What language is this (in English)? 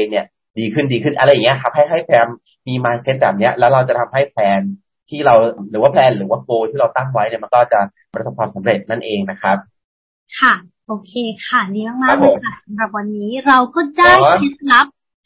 Thai